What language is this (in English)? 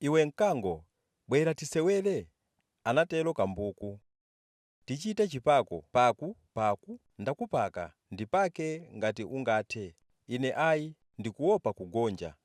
Nyanja